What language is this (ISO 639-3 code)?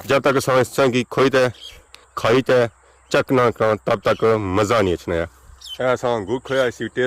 phr